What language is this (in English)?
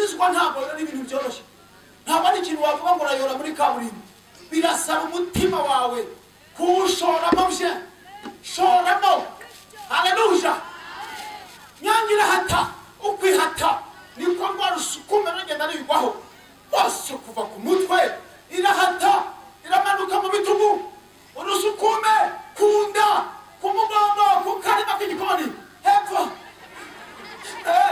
Kinyarwanda